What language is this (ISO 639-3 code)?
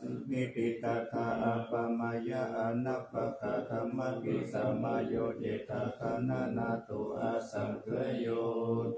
pli